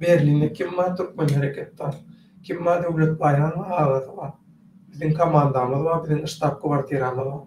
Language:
Turkmen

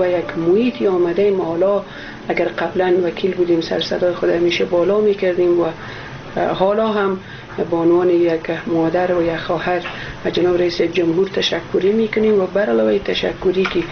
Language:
Persian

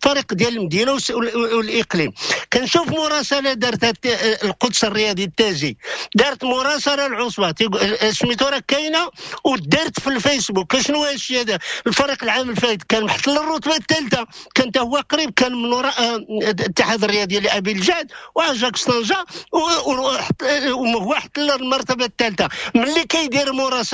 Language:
Moroccan Arabic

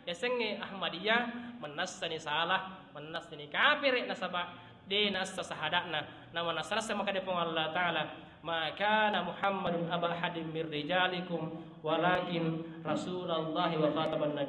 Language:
Buginese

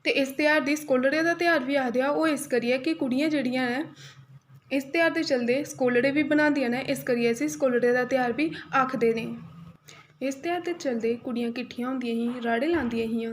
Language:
Dogri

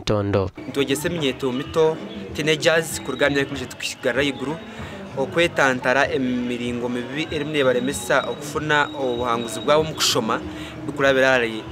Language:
Nyankole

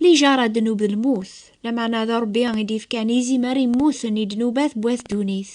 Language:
Kabyle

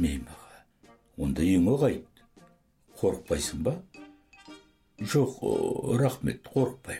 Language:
Kazakh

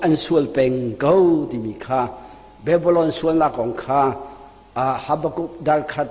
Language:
Hakha Chin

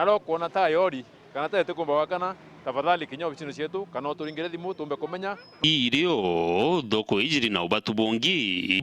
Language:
Meru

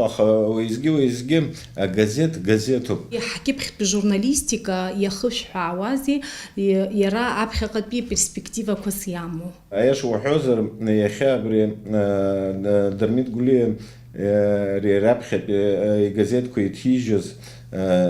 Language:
Abkhazian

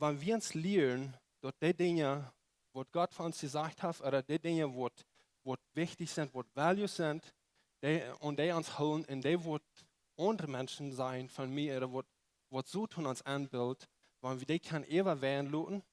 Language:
Plautdietsch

